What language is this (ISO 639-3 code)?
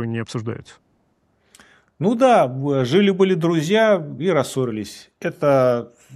rus